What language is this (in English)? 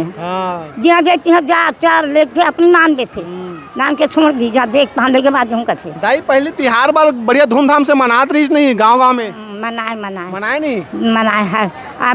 Chhattisgarhi